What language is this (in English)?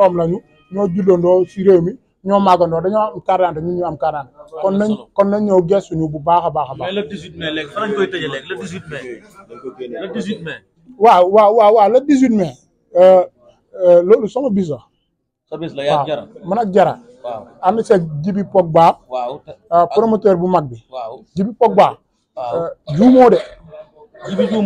Wolof